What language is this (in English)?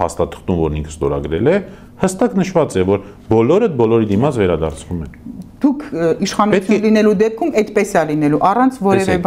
Armenian